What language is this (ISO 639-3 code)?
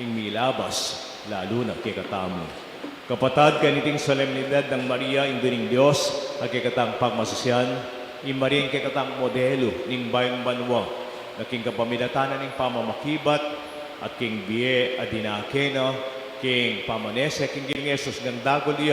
pam